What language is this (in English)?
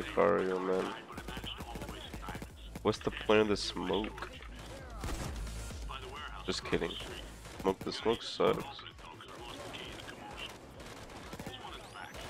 English